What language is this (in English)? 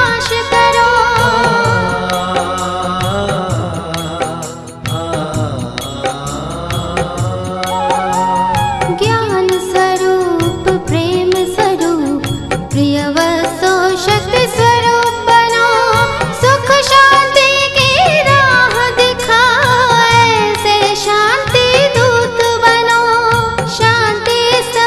Hindi